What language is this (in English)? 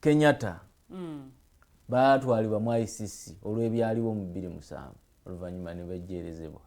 Ganda